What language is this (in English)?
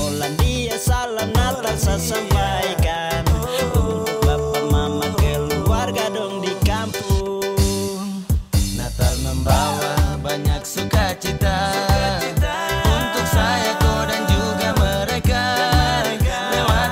Indonesian